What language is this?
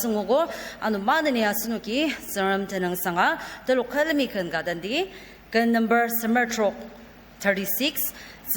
Ao Naga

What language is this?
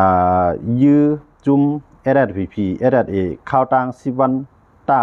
Shan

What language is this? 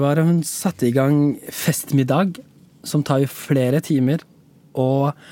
Norwegian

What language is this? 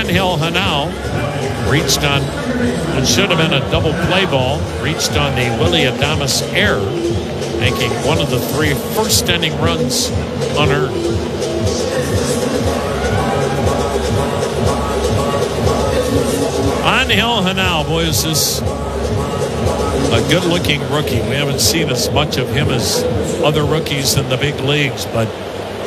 English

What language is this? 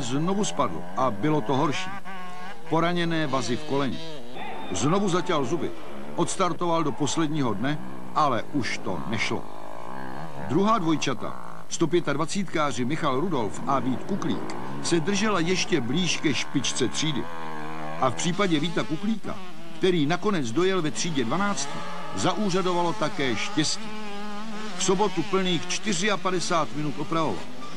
Czech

